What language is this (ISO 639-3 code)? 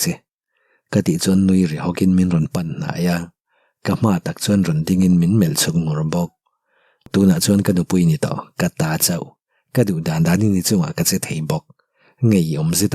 lus